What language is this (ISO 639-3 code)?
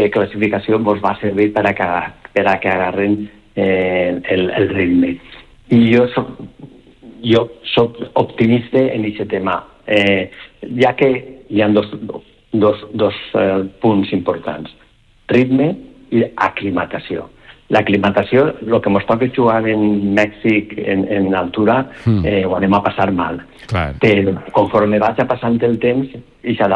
cat